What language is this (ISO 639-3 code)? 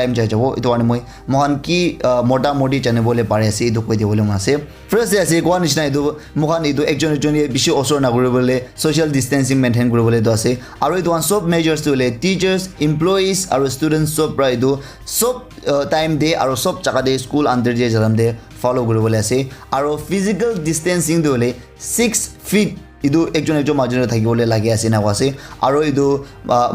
nag